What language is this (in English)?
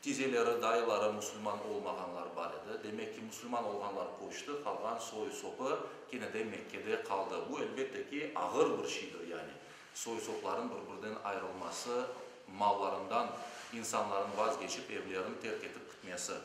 Crimean Tatar